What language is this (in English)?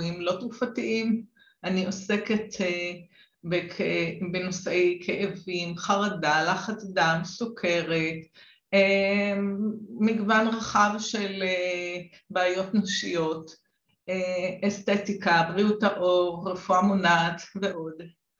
Hebrew